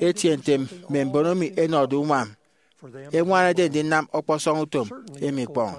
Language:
Efik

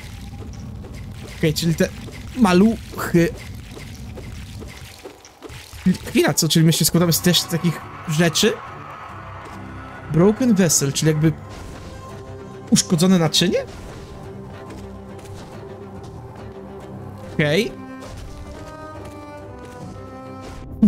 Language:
Polish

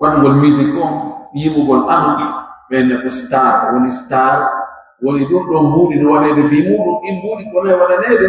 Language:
Pular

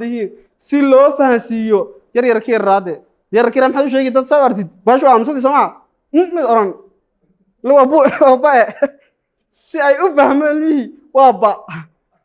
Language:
Somali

